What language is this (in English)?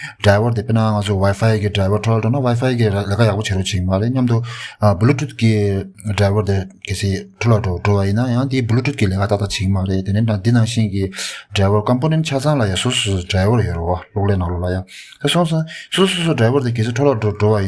Tibetan